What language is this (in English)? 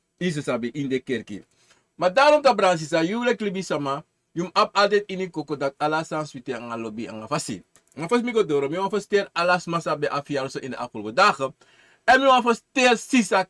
Sranan Tongo